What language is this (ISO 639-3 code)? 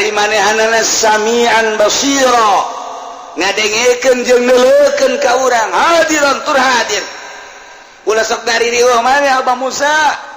sun